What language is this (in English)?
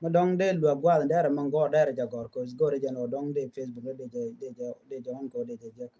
Nuer